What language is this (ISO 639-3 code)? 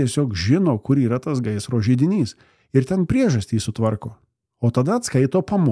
lit